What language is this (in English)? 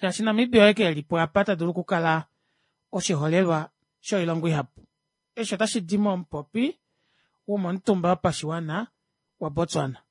Kuanyama